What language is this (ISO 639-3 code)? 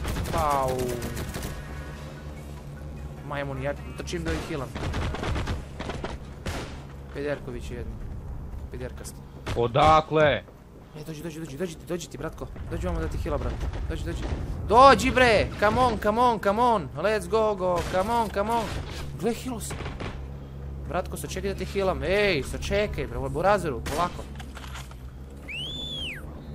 srp